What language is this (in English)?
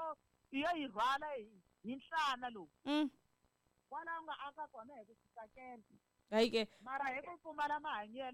Tsonga